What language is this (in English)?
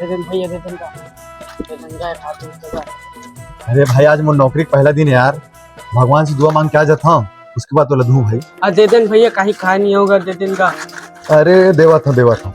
Chhattisgarhi